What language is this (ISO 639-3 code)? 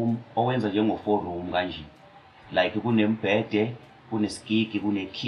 zul